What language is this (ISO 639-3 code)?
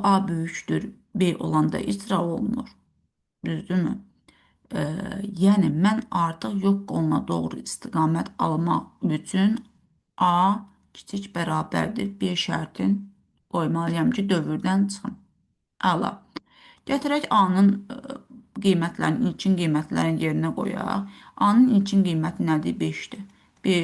aze